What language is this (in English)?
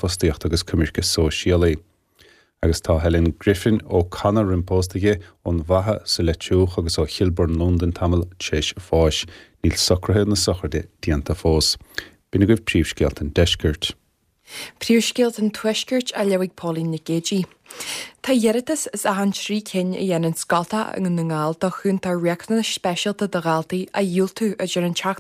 Irish